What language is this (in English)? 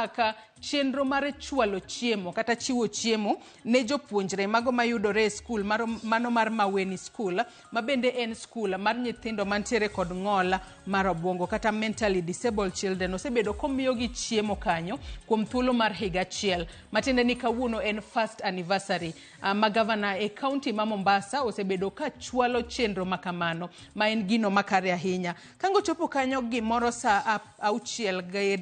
Luo (Kenya and Tanzania)